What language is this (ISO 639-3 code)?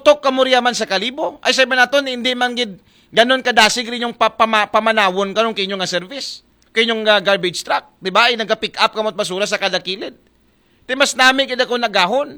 akl